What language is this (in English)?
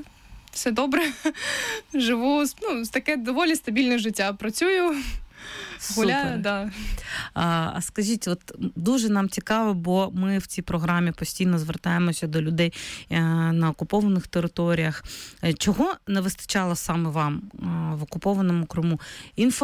Ukrainian